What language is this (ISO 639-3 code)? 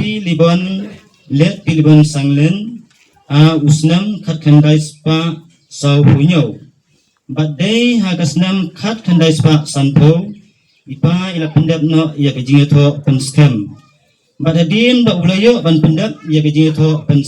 kha